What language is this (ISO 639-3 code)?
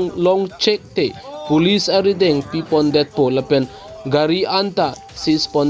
mjw